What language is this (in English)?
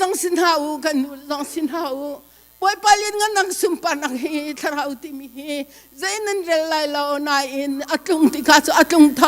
Hakha Chin